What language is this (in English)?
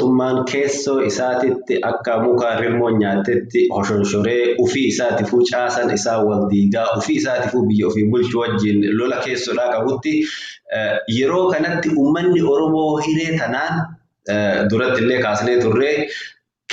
Oromo